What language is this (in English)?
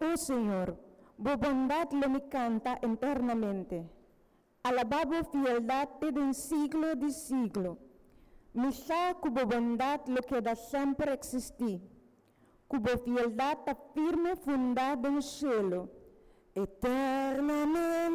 Papiamento